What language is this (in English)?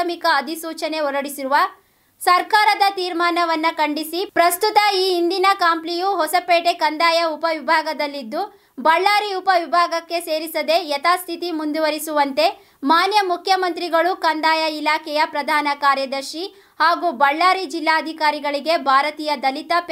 Kannada